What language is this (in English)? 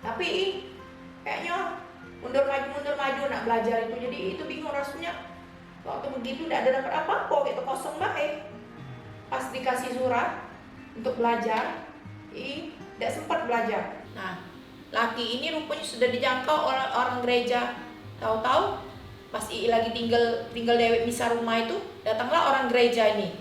Musi